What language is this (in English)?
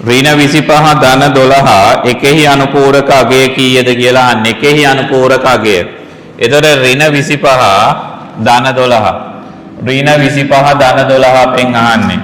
Sinhala